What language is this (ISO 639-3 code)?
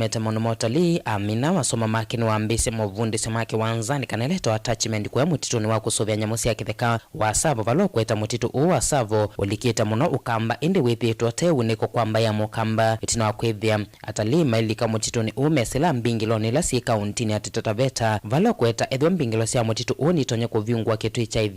kam